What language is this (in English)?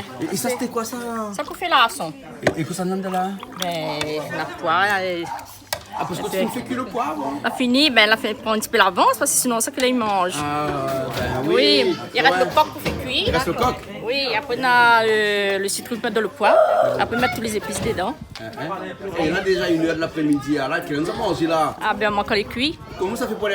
Réunion Creole French